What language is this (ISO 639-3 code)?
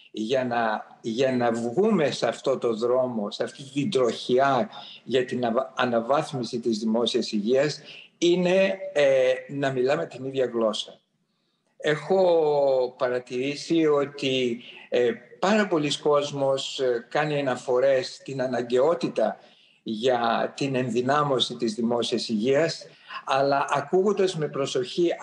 ell